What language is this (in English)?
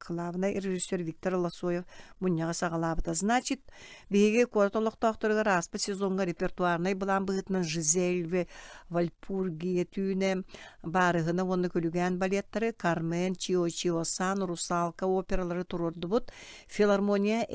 Yakut